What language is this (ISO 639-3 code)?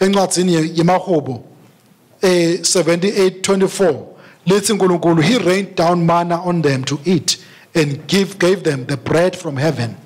ssw